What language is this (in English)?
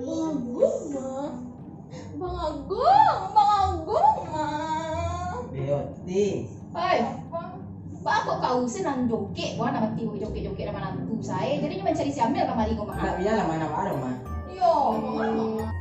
Minangkabau